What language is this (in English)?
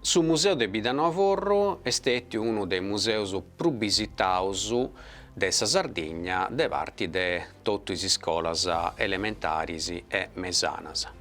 Sardinian